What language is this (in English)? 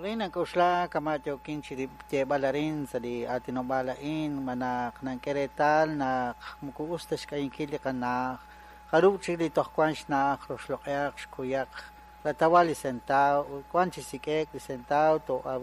Kekchí